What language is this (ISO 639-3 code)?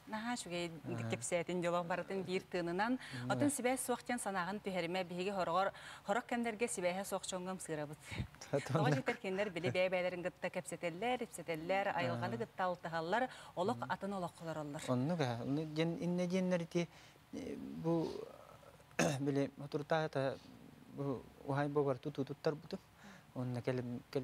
sah